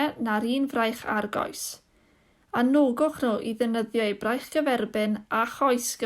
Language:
Welsh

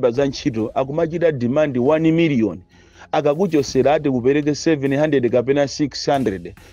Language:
Nyanja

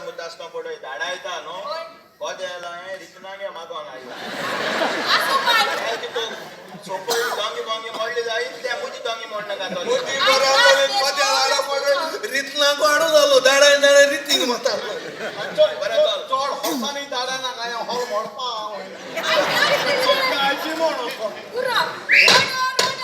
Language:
Konkani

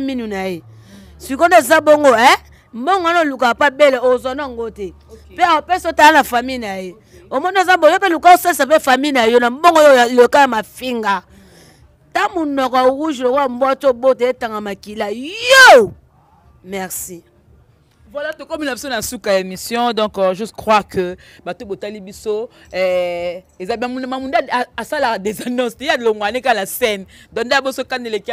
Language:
Lingala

